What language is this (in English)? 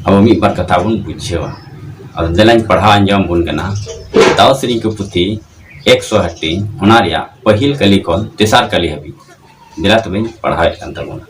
Santali